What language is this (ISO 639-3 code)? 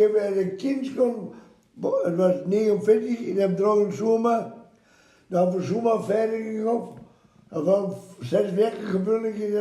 wep